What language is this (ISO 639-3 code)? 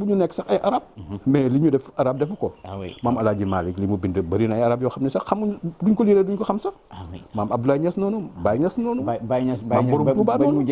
wol